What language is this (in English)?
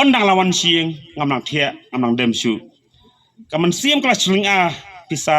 Khasi